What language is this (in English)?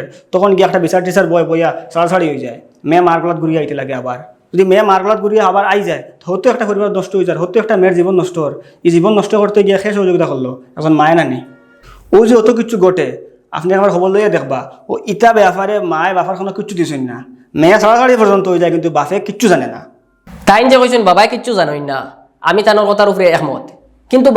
Sylheti